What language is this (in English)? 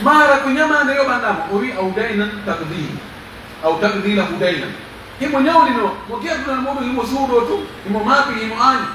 Pular